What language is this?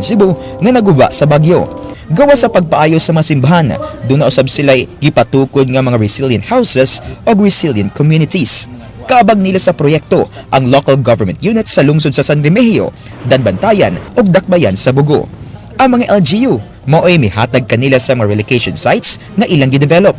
Cebuano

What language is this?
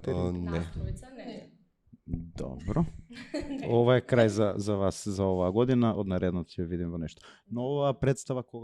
Macedonian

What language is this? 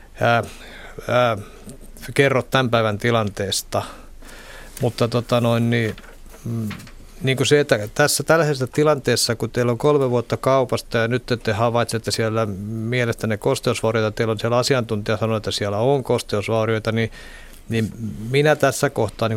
Finnish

